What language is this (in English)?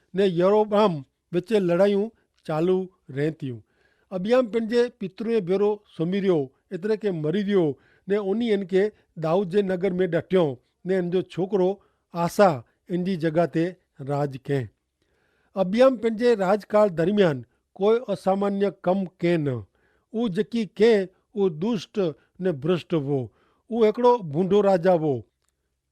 Kachhi